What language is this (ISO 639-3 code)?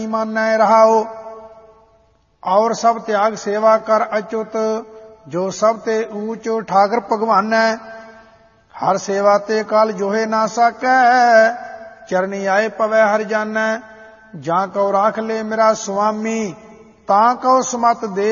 pan